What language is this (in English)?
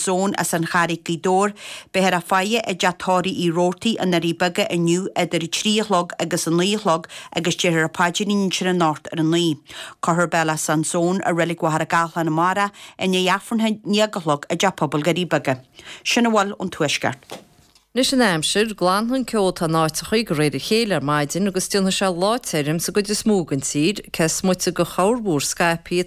Irish